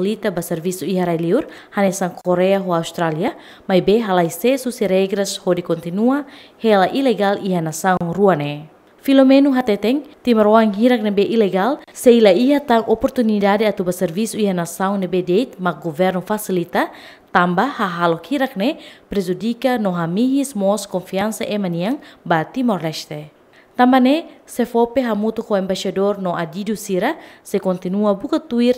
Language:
Tetum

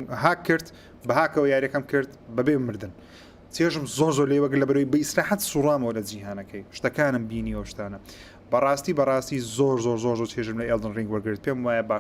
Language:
Central Kurdish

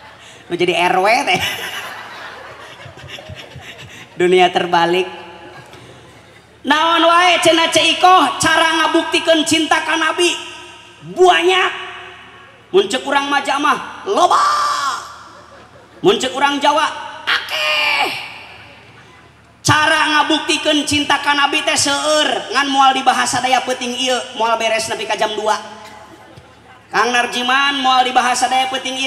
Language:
Sundanese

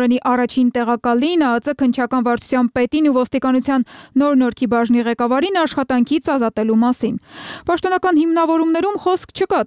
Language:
Armenian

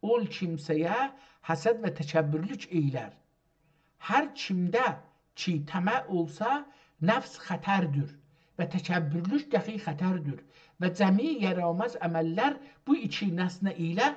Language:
South Azerbaijani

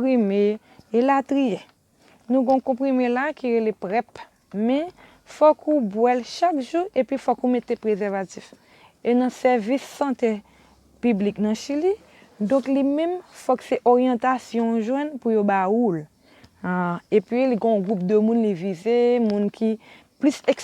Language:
Haitian Creole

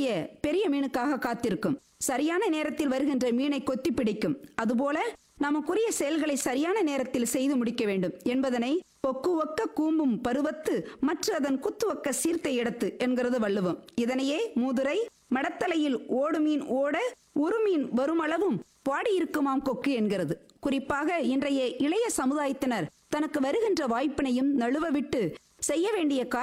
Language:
Tamil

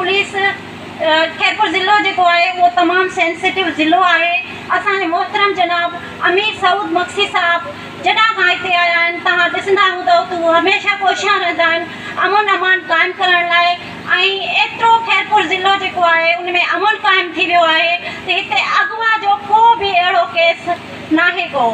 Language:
Sindhi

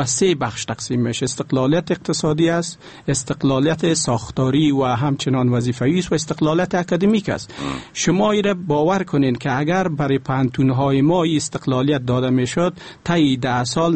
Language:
Persian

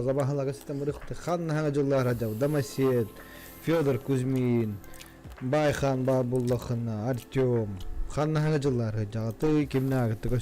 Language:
Yakut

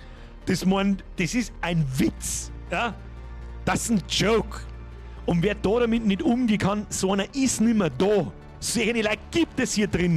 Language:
Bavarian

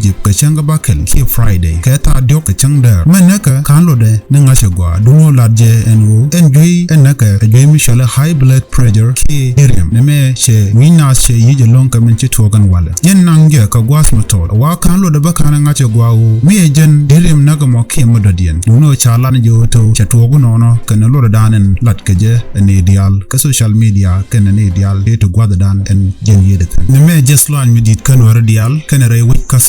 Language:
Nuer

